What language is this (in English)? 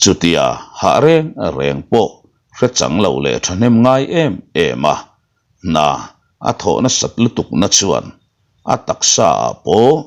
Mizo